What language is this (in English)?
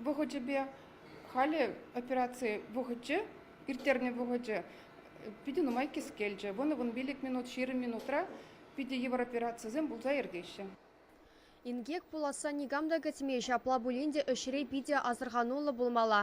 Chuvash